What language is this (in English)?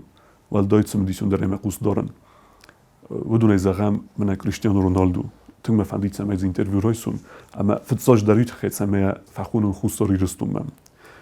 Ossetic